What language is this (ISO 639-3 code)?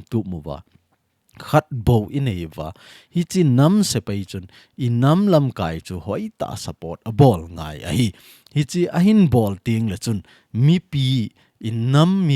tcz